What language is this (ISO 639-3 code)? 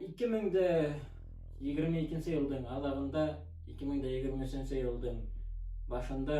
bak